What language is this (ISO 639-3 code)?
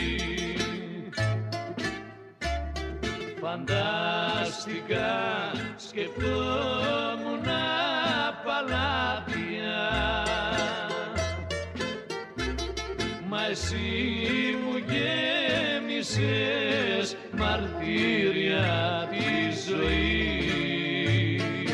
ell